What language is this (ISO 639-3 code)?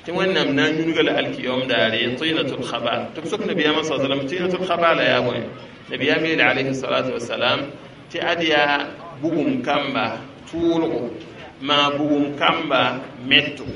mos